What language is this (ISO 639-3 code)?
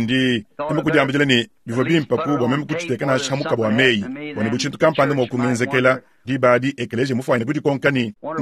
lua